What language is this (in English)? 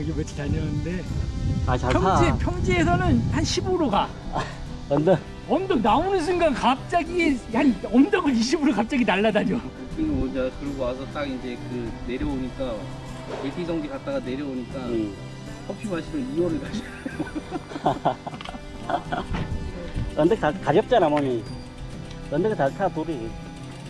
Korean